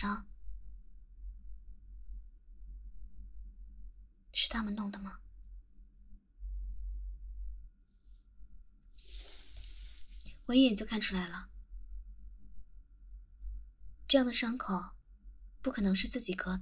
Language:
Chinese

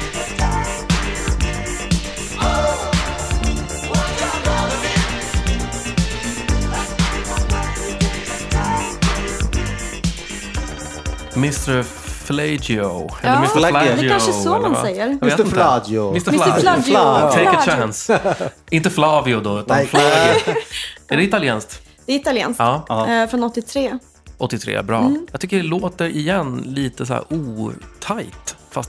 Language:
Swedish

